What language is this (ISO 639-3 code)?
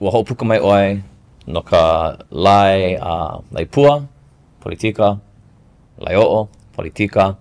haw